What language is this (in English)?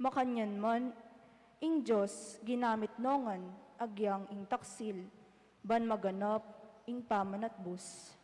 Pampanga